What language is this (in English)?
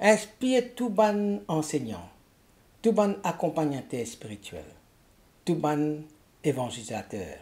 Morisyen